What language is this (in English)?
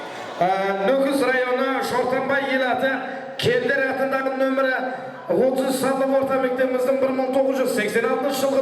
Kara-Kalpak